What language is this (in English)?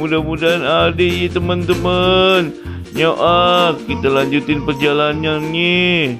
Betawi